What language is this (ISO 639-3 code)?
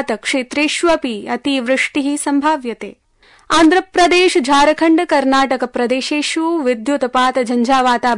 san